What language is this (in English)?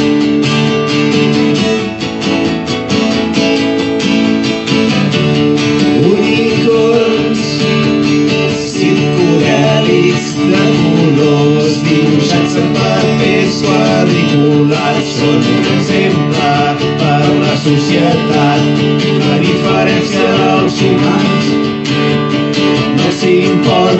Catalan